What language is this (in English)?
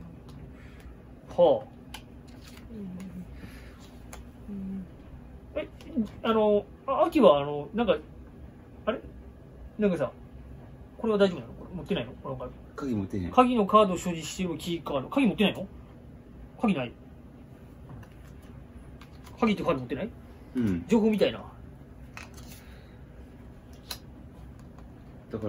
Japanese